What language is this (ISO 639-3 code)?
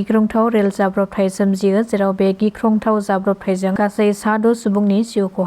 brx